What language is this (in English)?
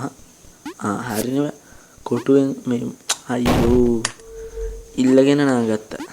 Sinhala